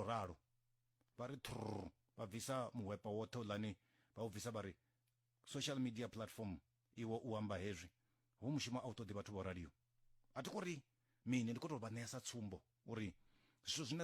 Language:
Venda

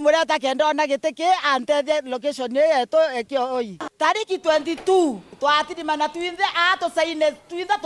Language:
Meru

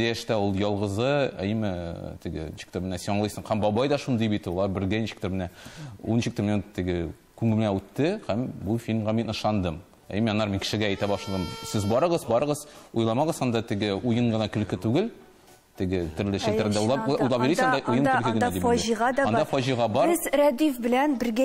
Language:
Tatar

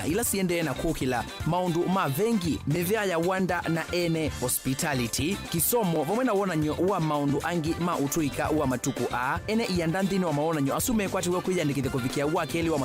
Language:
Kamba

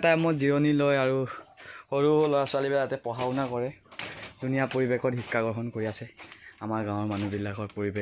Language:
Assamese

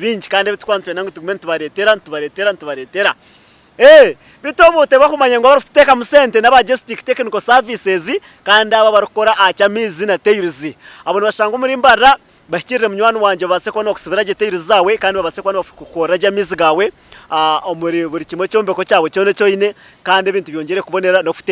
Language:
Nyankole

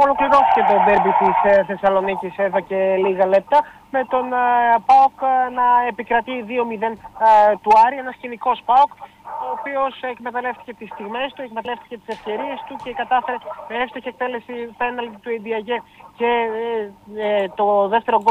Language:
Greek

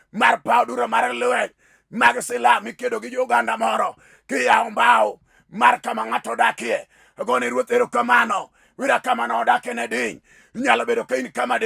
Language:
Luo (Kenya and Tanzania)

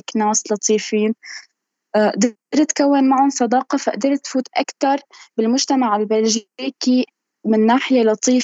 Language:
North Levantine Arabic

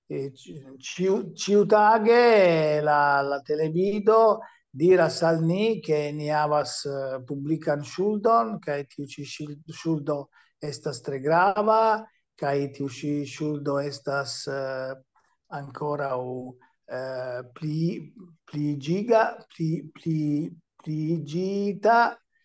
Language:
Esperanto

